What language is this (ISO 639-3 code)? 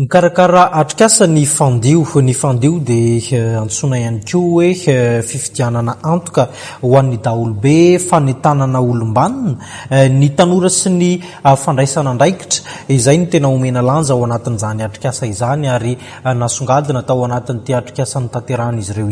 mlg